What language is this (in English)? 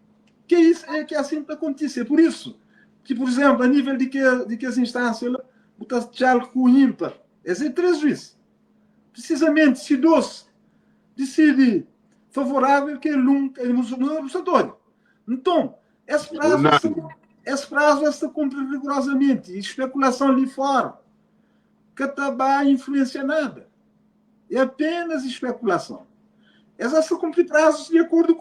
Kabuverdianu